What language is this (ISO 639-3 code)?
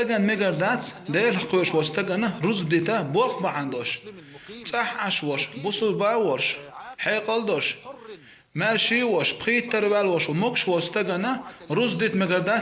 che